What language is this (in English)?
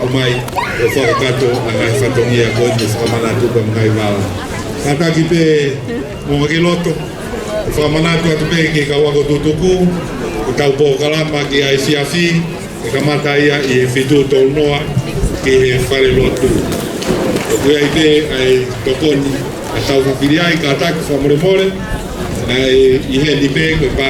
Tongan